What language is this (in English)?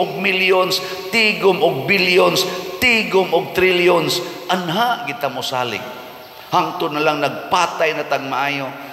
Cebuano